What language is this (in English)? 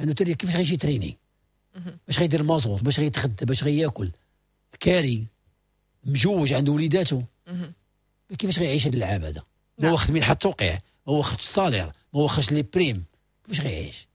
Moroccan Arabic